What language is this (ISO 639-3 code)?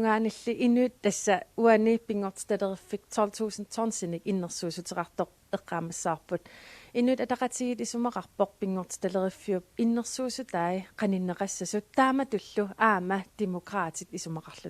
kal